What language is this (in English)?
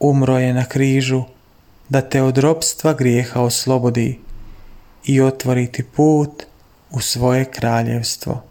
Croatian